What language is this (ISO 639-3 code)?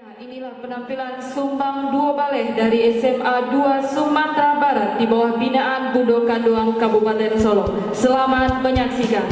min